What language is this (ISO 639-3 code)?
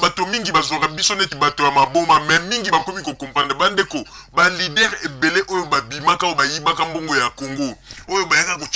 lin